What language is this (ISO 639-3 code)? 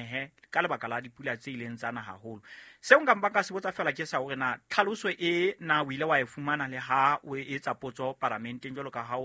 sot